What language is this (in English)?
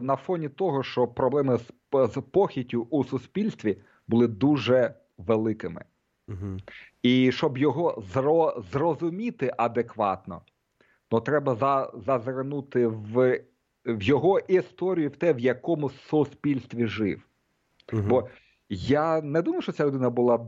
Ukrainian